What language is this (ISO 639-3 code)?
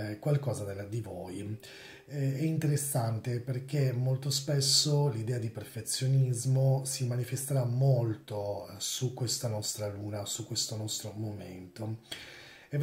ita